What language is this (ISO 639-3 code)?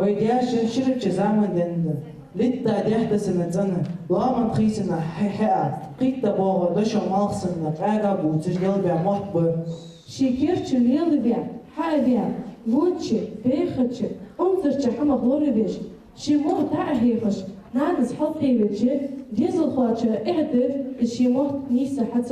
inh